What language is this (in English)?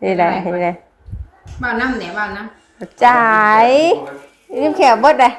Northeastern Thai